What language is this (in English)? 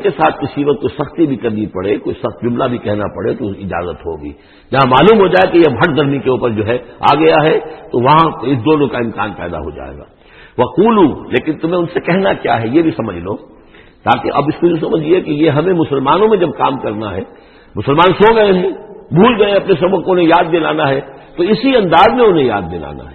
Urdu